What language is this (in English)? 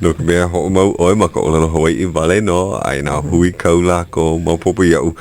Hawaiian